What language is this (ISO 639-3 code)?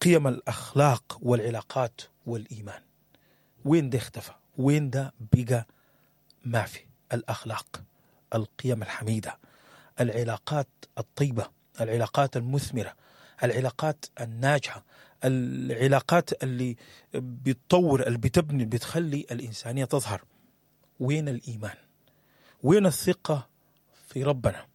apd